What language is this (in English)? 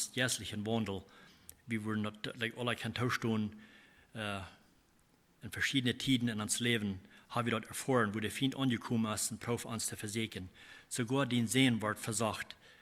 Plautdietsch